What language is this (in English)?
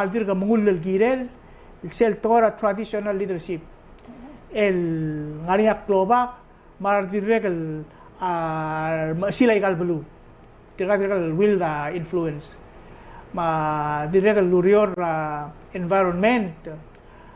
Palauan